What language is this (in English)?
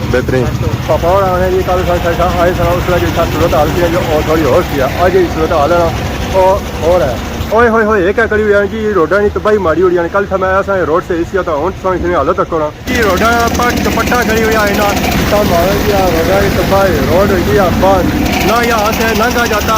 Pahari-Potwari